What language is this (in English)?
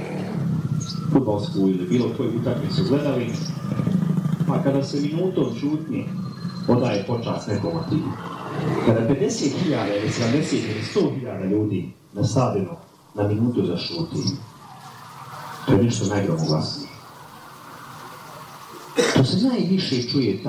Bosnian